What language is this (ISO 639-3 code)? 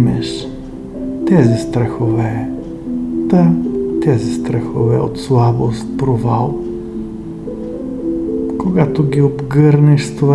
bul